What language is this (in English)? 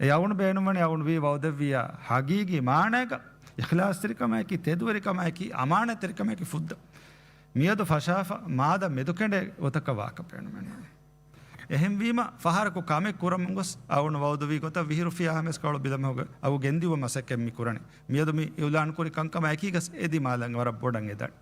Divehi